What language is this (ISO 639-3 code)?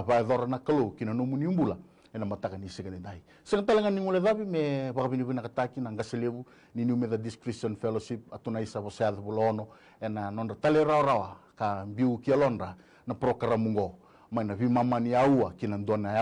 fij